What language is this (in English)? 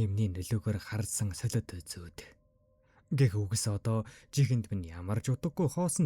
Mongolian